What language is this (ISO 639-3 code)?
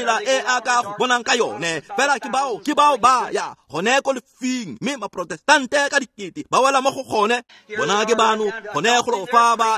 tsn